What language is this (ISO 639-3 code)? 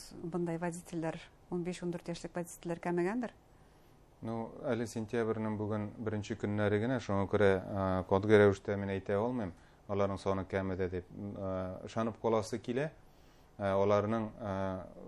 bak